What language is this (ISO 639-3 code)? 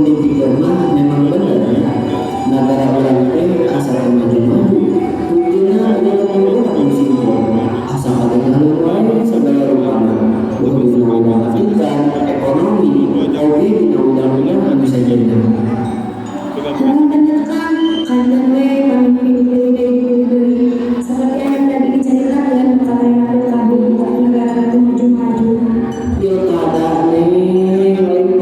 sun